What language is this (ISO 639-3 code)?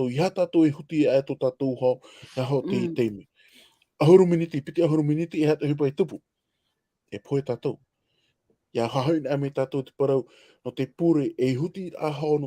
tah